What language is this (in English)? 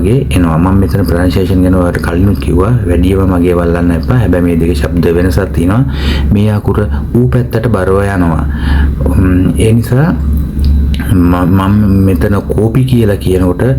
Sinhala